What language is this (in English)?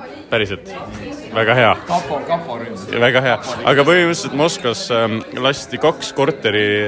Estonian